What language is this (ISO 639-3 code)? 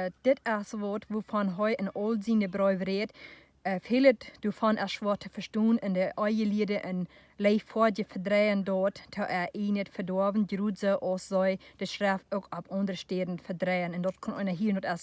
pdt